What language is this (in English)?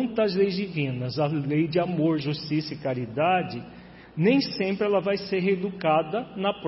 Portuguese